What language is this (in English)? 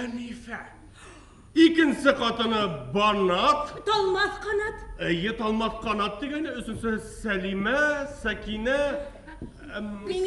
Bashkir